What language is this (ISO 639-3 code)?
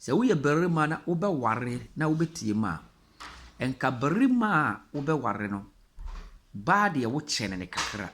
aka